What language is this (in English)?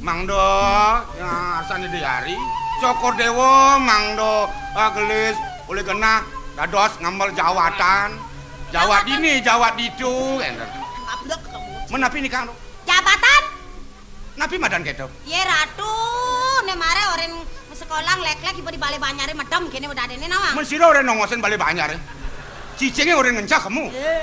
Balinese